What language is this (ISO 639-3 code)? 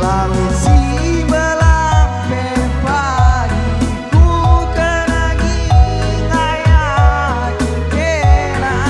btx